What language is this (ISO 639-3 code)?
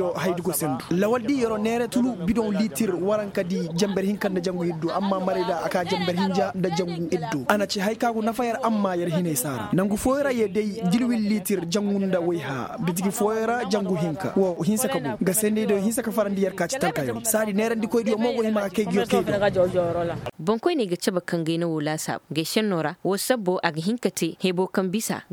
ses